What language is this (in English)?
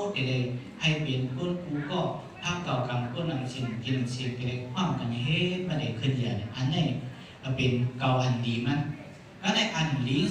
Shan